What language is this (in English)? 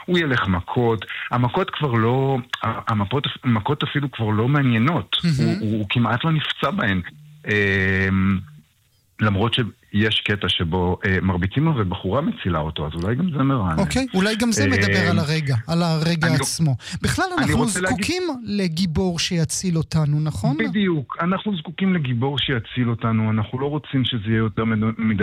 Hebrew